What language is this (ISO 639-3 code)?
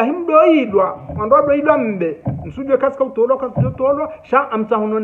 zdj